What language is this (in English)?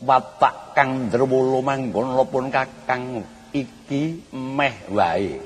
Javanese